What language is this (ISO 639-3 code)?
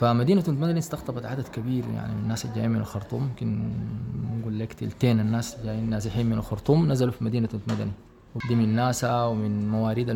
apd